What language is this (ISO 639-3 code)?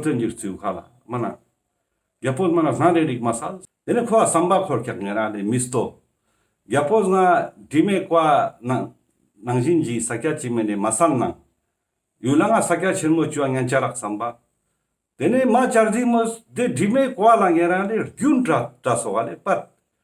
lbj